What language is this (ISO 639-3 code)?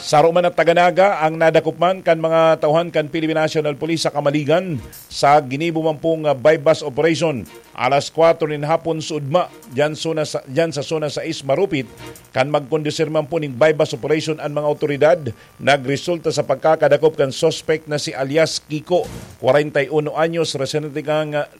bik